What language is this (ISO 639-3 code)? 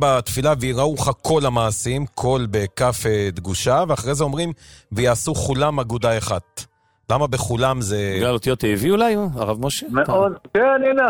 heb